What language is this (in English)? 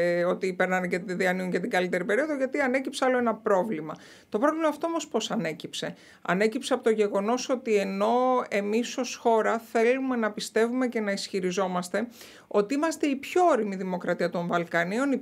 Greek